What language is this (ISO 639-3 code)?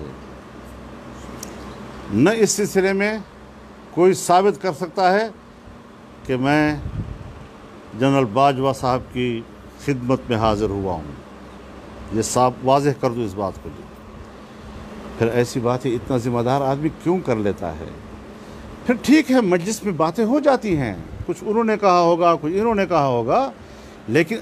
urd